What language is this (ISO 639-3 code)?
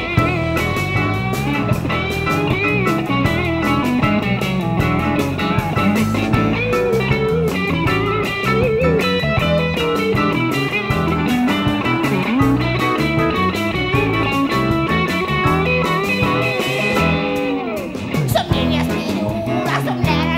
swe